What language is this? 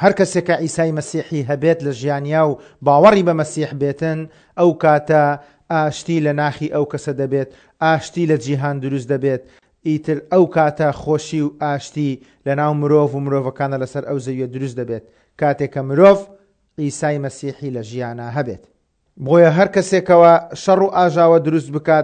Central Kurdish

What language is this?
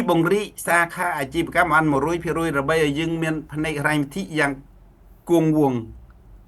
Khmer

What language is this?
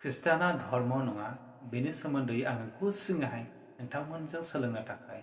Bodo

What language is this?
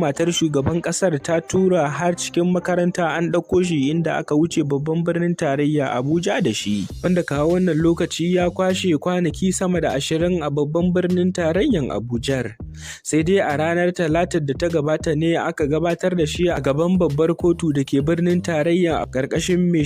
Hausa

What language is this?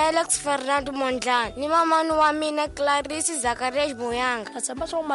Tsonga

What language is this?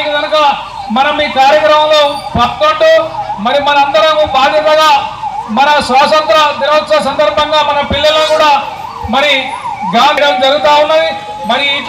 Telugu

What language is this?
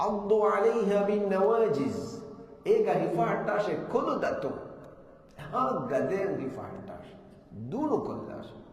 Divehi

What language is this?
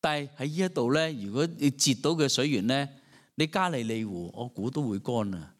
Cantonese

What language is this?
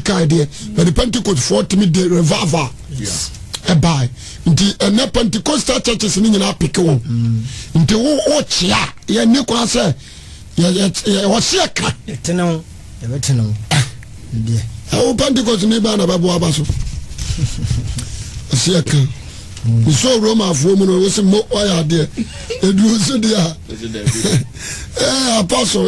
Akan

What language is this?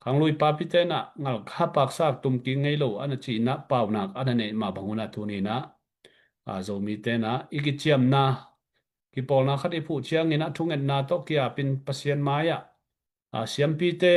Tedim Chin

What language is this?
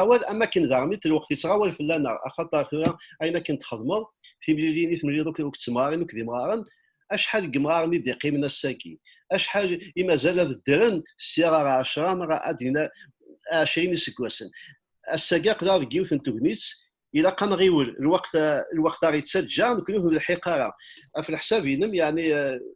Kabyle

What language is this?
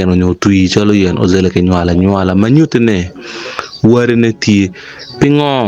Acoli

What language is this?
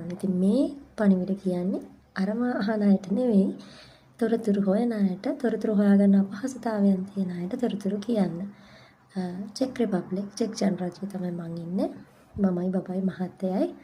Sinhala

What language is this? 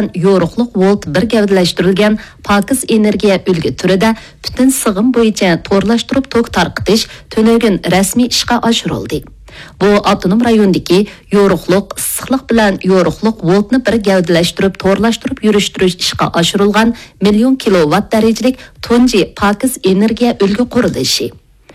Uyghur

